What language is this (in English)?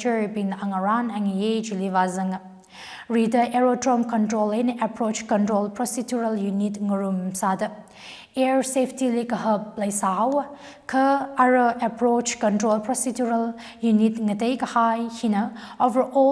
Tangkhul Naga (India)